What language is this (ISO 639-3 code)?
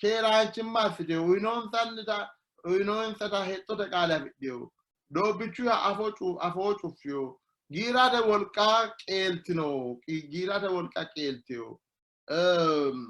sid